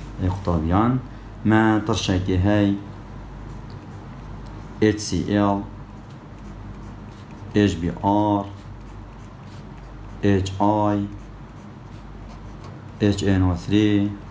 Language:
Kurdish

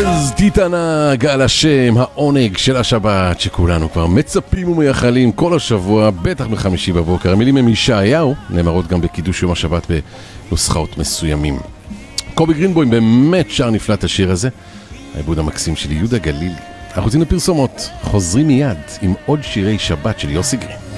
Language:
Hebrew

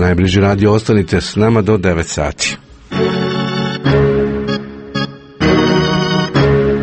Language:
Croatian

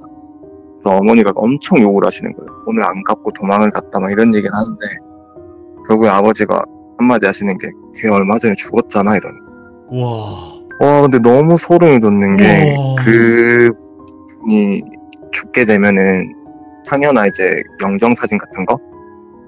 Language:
Korean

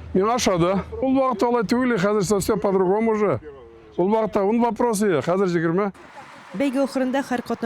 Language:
Tatar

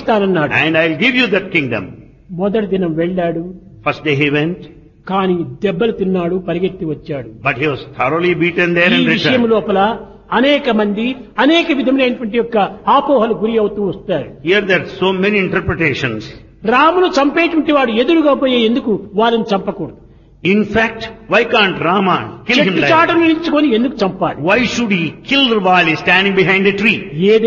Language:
Telugu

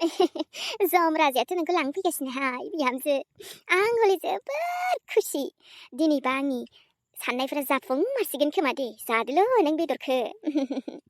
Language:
Bodo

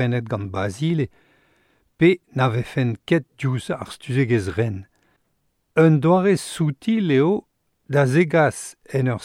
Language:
Breton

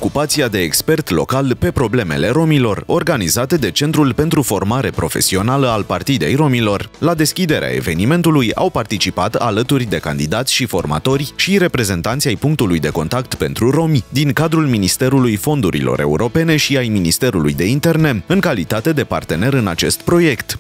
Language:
Romanian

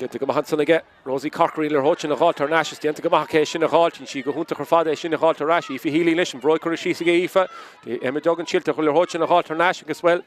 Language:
Irish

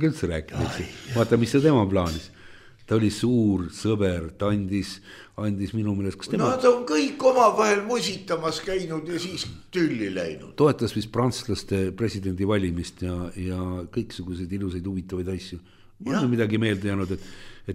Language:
Estonian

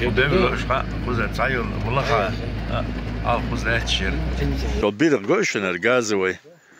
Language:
Chechen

